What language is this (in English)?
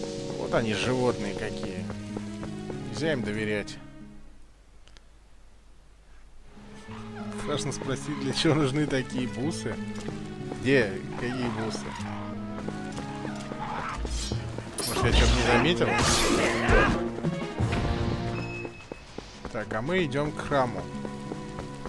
Russian